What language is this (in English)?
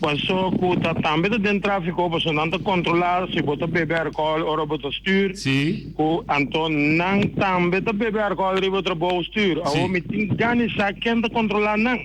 Papiamento